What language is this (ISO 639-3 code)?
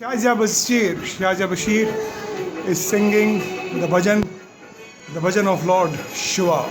kas